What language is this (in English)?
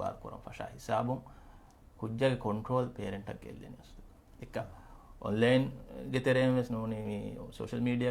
Divehi